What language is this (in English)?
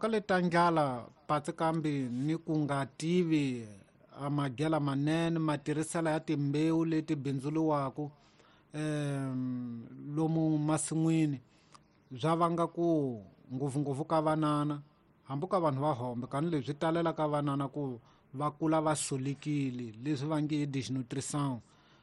Tsonga